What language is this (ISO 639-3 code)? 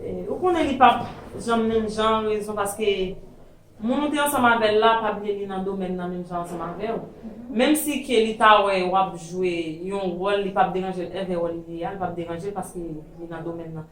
hat